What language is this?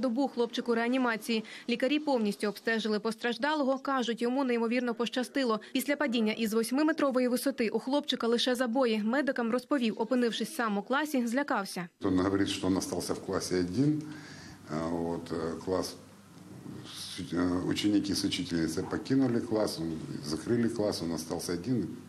Ukrainian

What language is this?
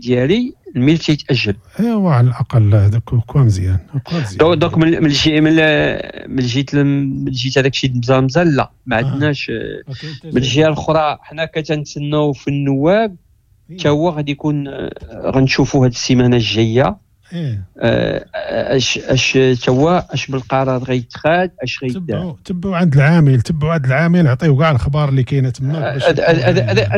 Moroccan Arabic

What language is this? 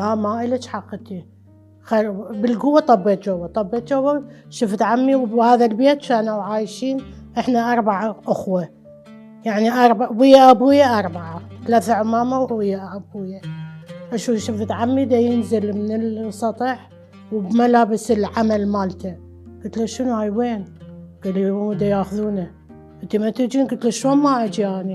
Mesopotamian Arabic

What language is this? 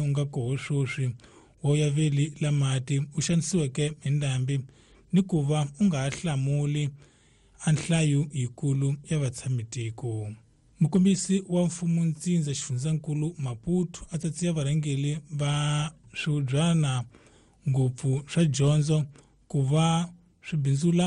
Tsonga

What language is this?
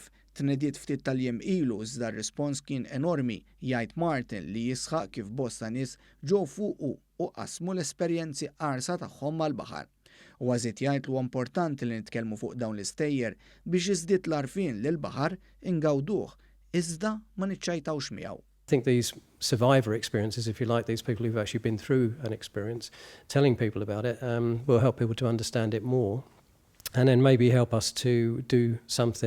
Maltese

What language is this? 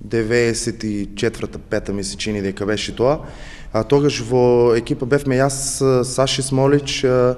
Macedonian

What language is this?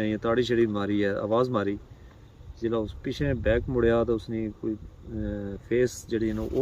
Pahari-Potwari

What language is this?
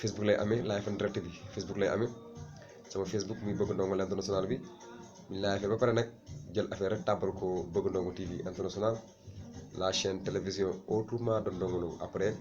Wolof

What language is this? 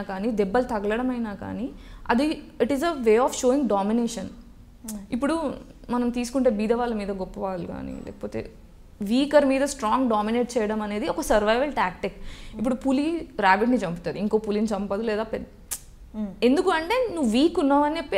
Telugu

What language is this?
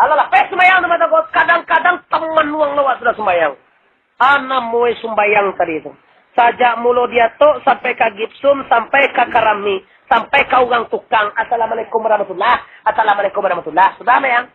Minangkabau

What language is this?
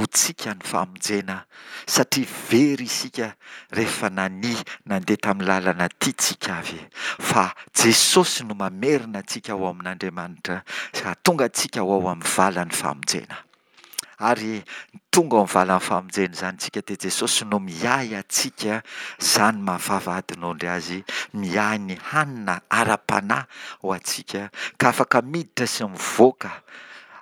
Malagasy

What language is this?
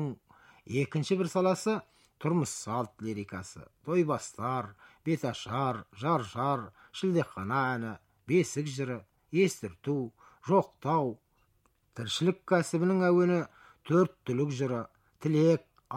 Kazakh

